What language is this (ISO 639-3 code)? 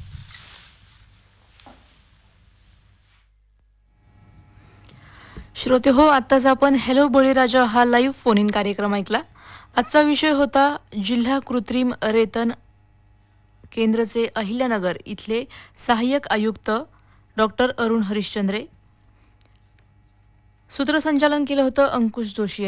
mar